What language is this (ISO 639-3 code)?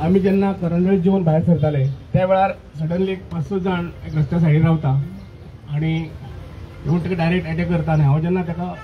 kok